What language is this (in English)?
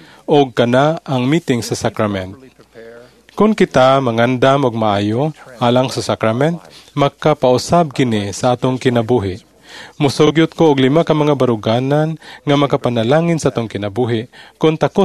Cebuano